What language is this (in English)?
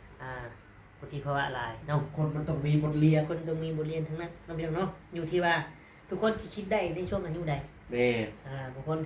Northeastern Thai